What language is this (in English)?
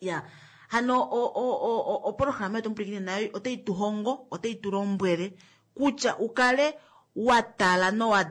Kuanyama